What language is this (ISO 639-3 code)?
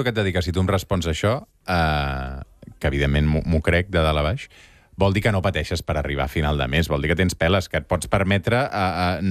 cat